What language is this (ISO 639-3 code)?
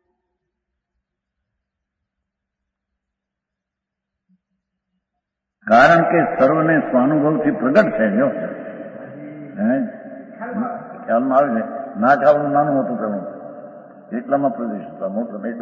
guj